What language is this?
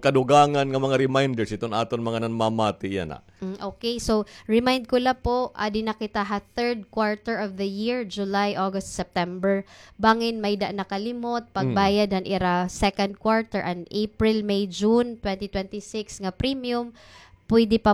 Waray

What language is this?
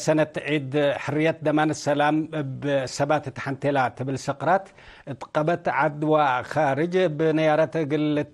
Tigre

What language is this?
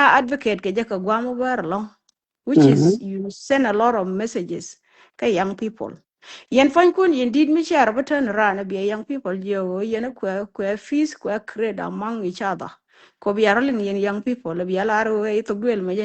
Nuer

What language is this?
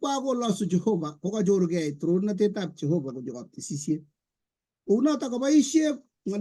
Kalenjin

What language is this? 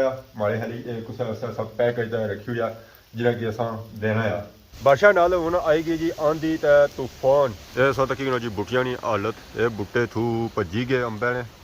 Pahari-Potwari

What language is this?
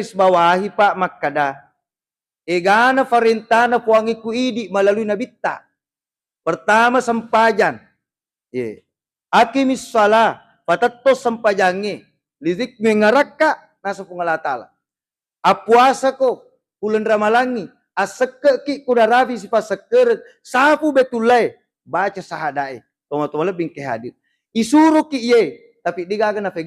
Buginese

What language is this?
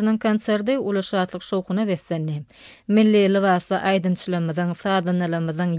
Turkmen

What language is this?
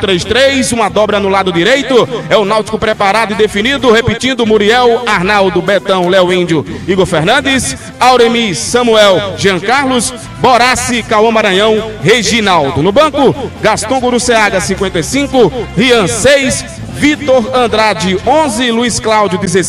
Portuguese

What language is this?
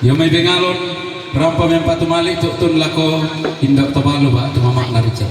Toraja-Sa'dan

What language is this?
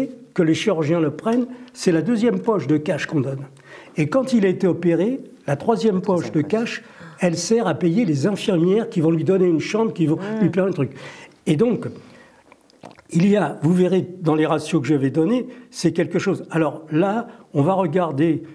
French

